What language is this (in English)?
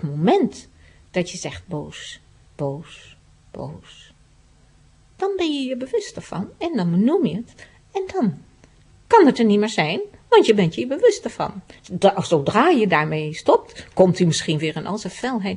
Dutch